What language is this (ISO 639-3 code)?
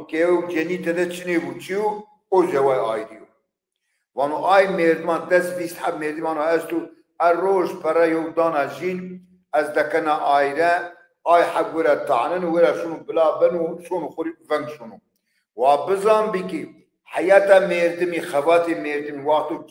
zza